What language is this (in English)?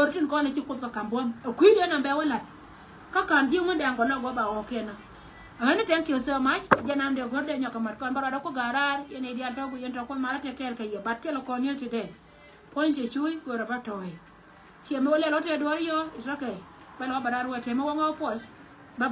Nuer